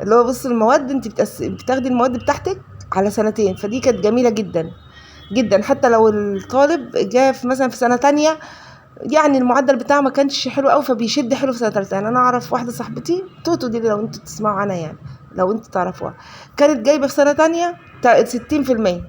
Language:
Egyptian Arabic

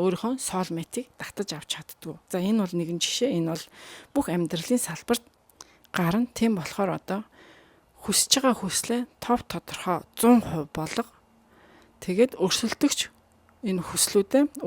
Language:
Mongolian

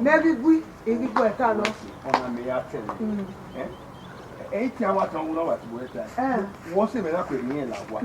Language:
Bini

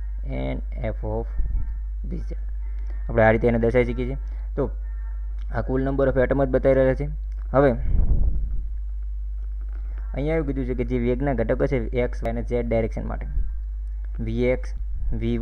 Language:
Gujarati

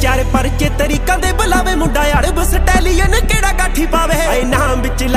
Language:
Punjabi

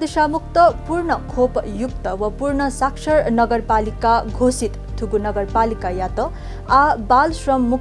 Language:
Newari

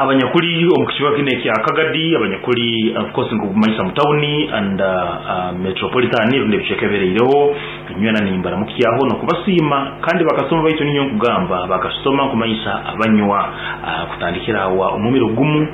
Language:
Nyankole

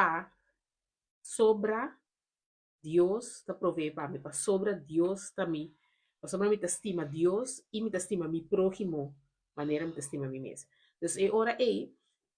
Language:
Papiamento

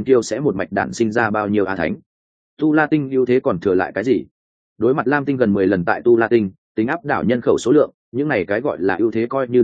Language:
Vietnamese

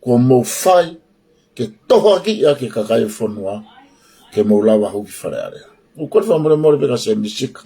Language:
Tongan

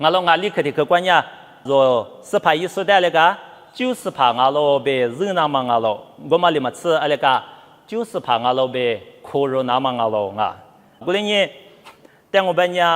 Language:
Lisu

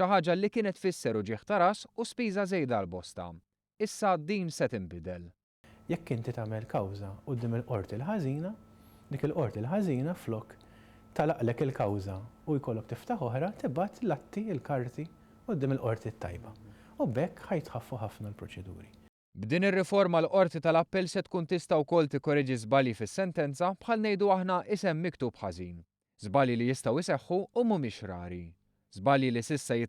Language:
Maltese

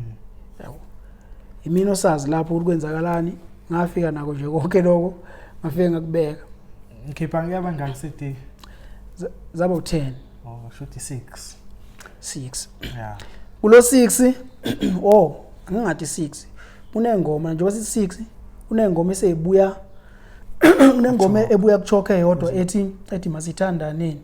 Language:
Zulu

